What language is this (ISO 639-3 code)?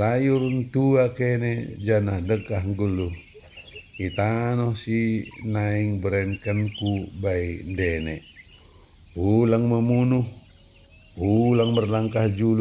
btd